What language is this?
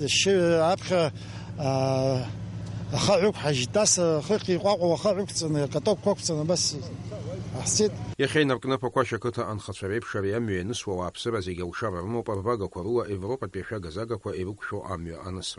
Abkhazian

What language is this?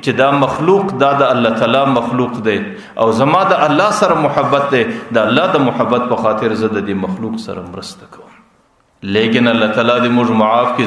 Pashto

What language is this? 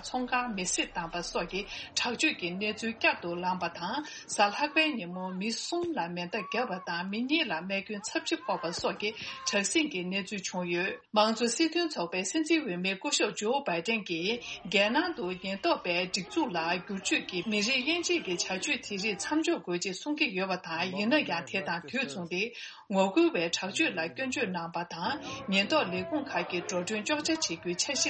Tibetan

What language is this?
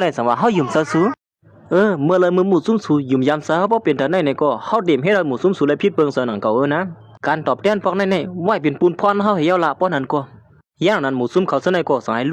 Shan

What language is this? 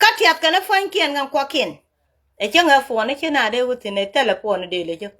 Nuer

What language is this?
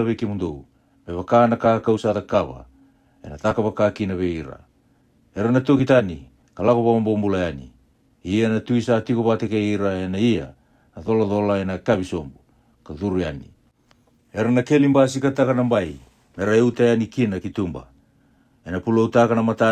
Fijian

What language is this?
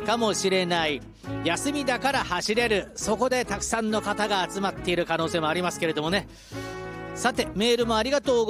Japanese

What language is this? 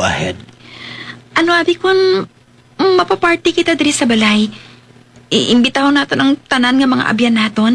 Hiligaynon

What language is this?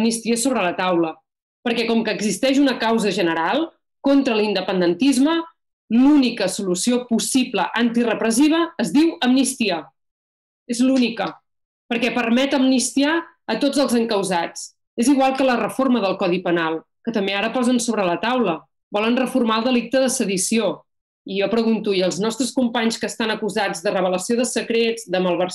Catalan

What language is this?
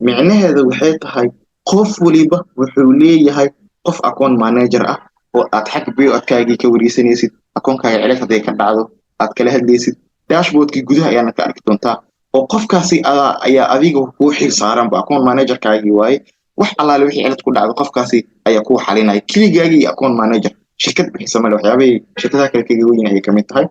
Somali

